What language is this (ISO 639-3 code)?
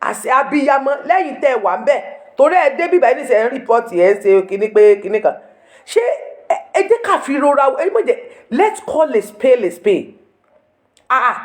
yor